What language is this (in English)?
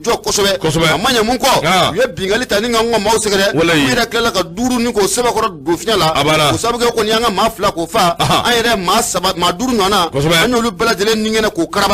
Bambara